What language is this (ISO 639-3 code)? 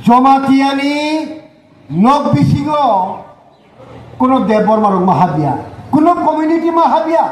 ria